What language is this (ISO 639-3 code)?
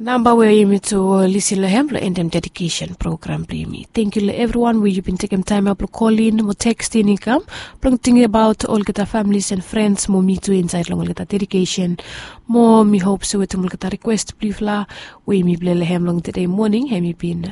bis